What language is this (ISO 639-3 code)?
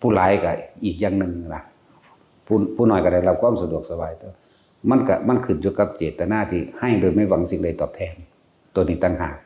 lao